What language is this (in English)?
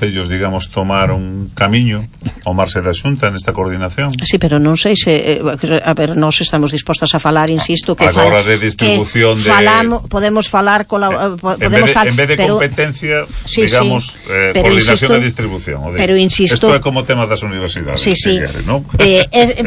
Galician